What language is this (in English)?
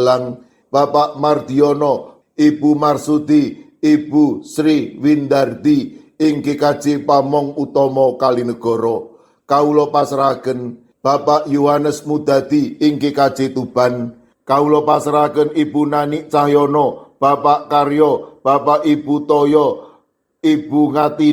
Javanese